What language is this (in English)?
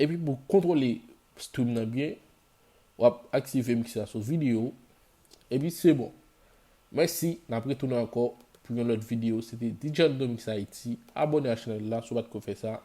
Haitian Creole